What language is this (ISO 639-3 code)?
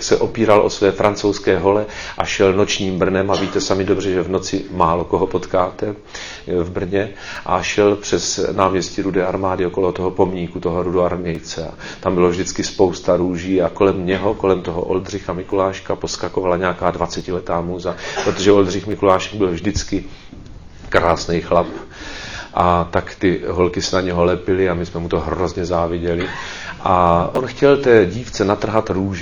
ces